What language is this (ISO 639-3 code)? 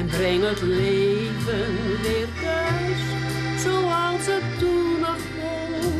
fry